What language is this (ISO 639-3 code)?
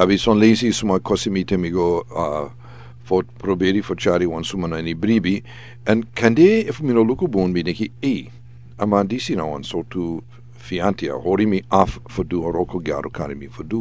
srn